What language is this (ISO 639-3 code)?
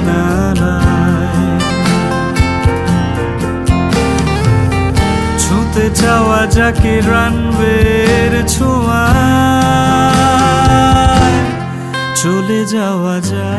ben